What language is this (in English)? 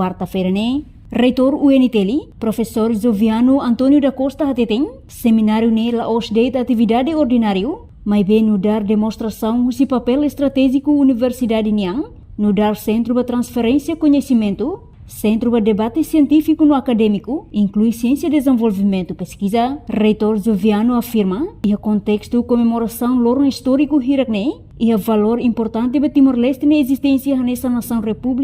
Tetum